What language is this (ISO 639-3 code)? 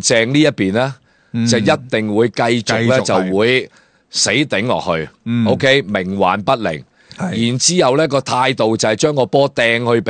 yue